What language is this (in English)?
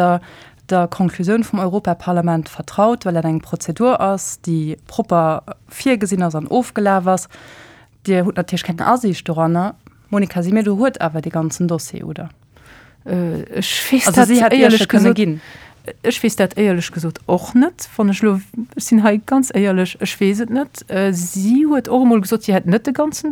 Luxembourgish